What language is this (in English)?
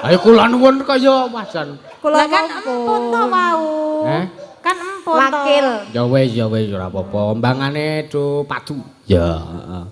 Javanese